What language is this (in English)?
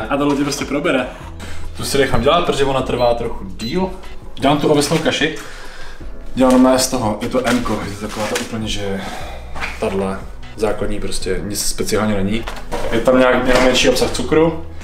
Czech